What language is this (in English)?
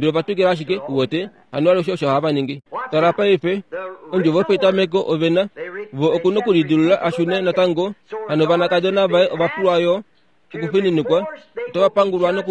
Kuanyama